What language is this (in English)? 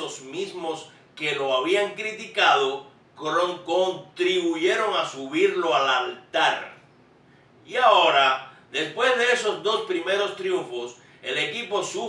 Spanish